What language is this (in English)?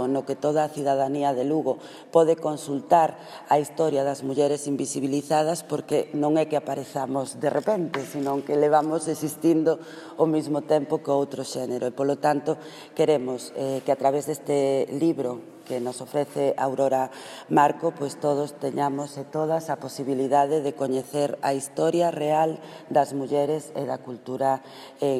Galician